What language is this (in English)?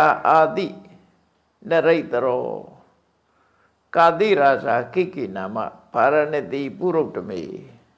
Burmese